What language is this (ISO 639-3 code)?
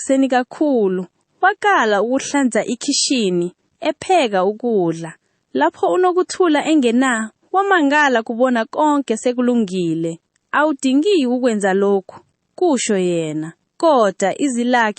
zul